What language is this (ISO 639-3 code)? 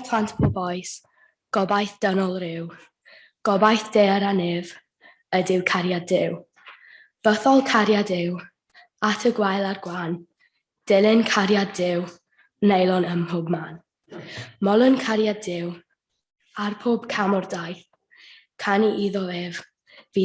cym